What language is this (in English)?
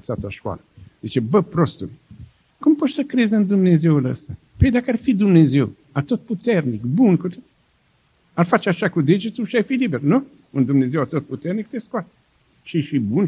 Romanian